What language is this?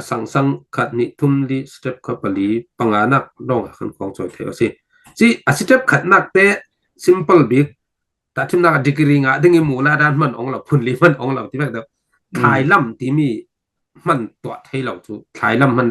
Falam Chin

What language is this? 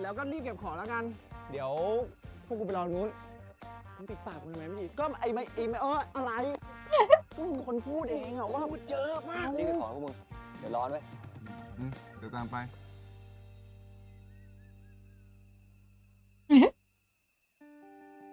Thai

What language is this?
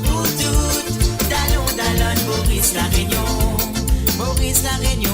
Morisyen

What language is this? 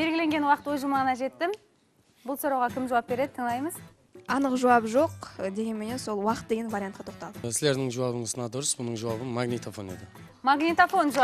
Kara-Kalpak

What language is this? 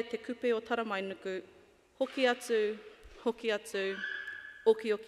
Māori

